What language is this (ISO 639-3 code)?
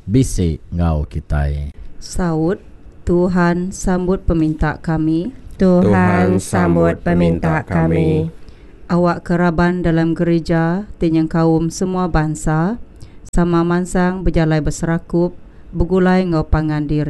iba